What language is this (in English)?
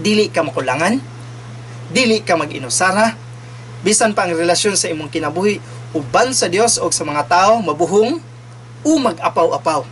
Cebuano